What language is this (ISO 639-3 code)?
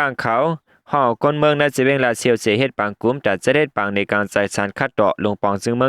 shn